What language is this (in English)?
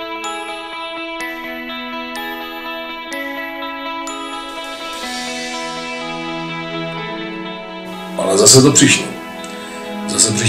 Czech